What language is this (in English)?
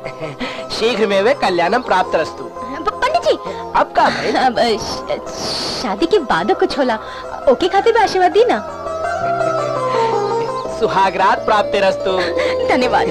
Bhojpuri